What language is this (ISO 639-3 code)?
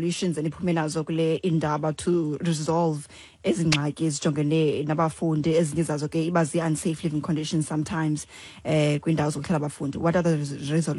xho